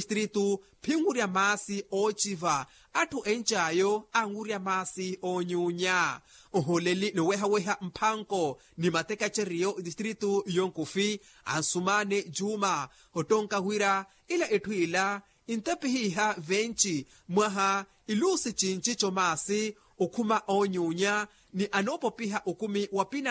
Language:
Makhuwa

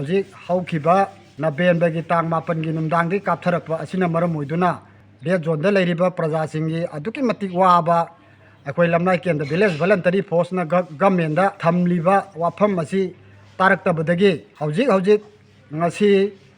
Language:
Manipuri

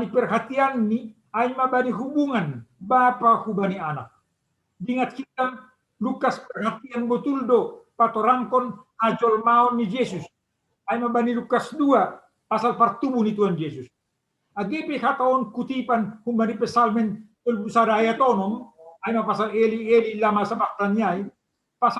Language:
Batak Simalungun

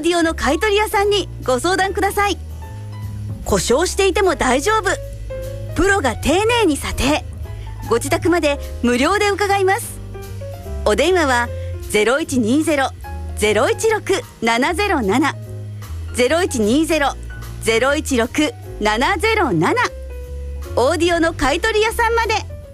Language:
Japanese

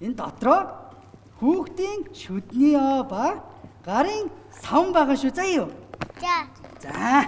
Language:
Mongolian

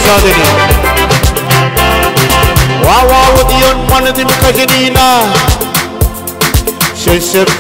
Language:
Malay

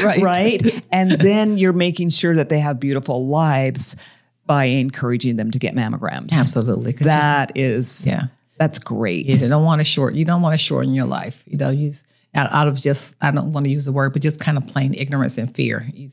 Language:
English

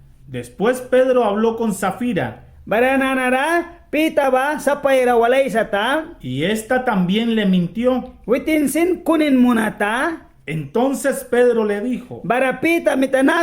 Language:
Mískito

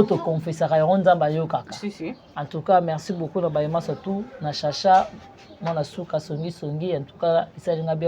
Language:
Lingala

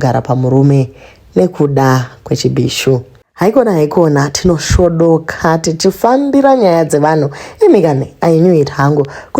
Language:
Shona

